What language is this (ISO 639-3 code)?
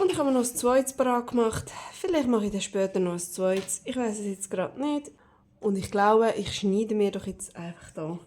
gsw